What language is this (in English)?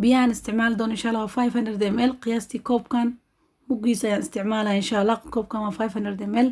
Somali